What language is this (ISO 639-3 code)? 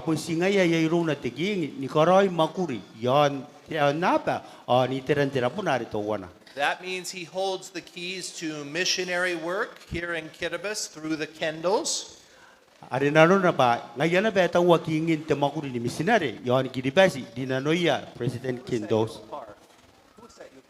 gil